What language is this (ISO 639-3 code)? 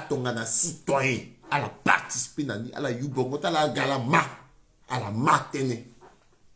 sag